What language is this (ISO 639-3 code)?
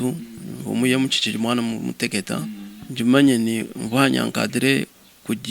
lua